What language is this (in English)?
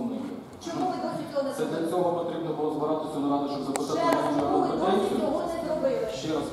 Ukrainian